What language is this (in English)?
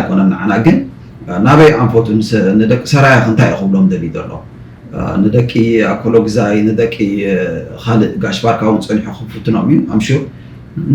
Tigrinya